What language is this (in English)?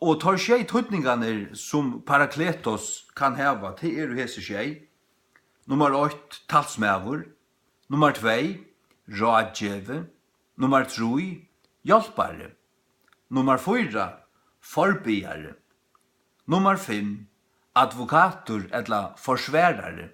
Faroese